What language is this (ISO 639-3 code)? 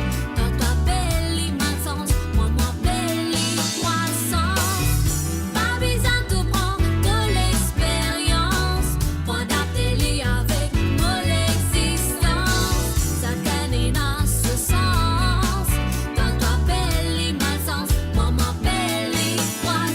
mfe